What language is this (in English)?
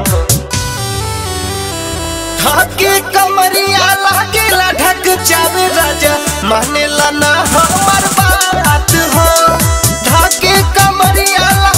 Bhojpuri